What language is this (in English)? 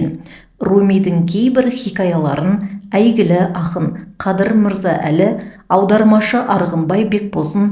Kazakh